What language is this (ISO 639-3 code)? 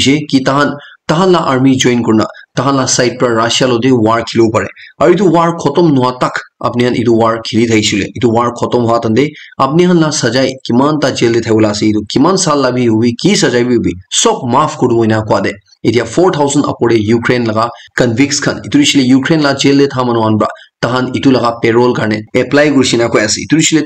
nag